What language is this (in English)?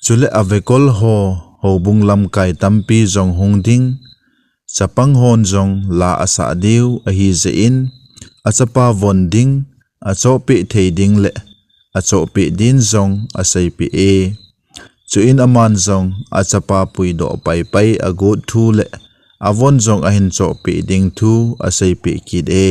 Thado Chin